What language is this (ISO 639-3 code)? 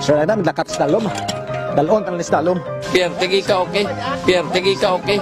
hil